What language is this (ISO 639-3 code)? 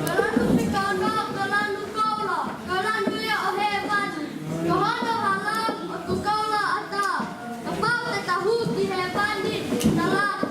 ton